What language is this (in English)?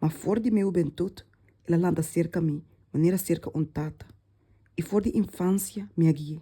Papiamento